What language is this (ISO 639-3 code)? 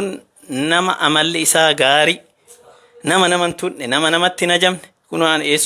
orm